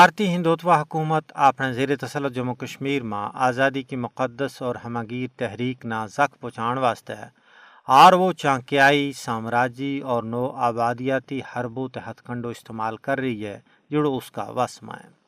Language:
Gujari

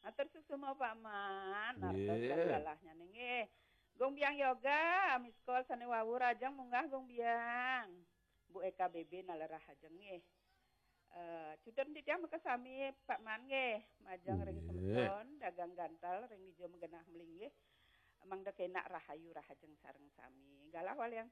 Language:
Balinese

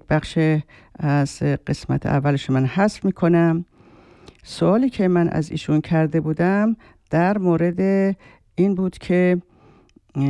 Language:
Persian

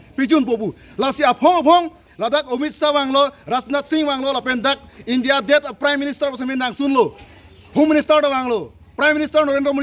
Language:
Karbi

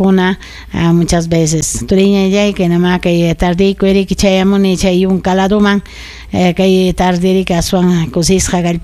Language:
Ayacucho Quechua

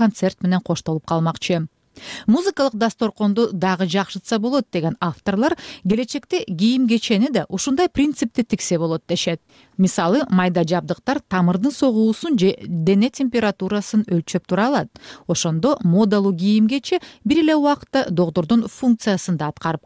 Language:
Kyrgyz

